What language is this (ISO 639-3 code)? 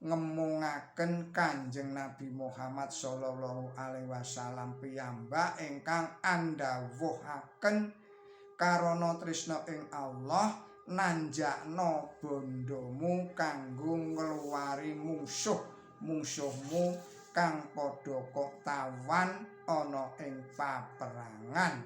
jav